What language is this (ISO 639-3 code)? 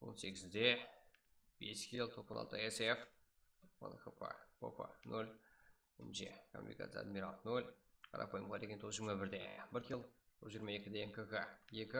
kaa